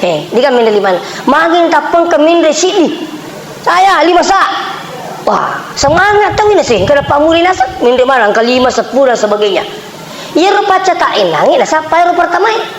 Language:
Buginese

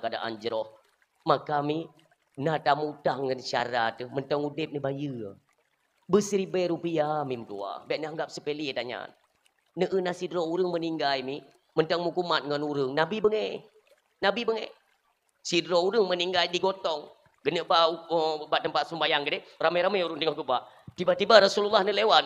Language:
Achinese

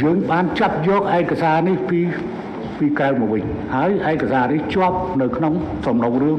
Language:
Khmer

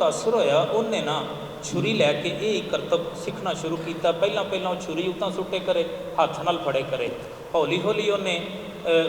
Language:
Western Panjabi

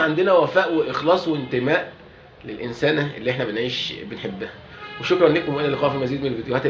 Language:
Egyptian Arabic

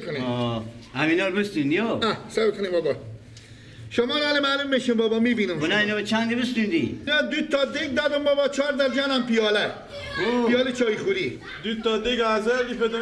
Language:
Persian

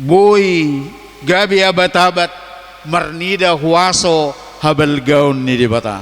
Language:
Batak Toba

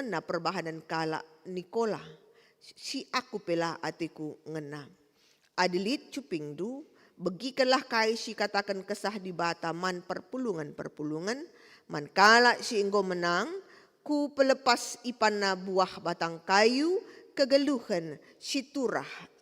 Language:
Batak Karo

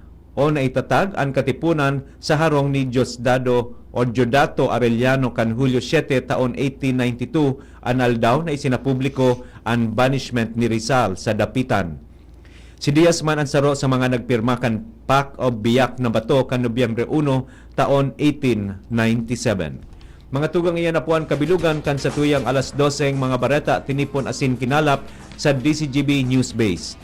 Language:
Bikol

